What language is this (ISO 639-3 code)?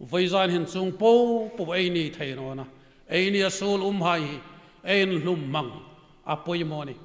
hmr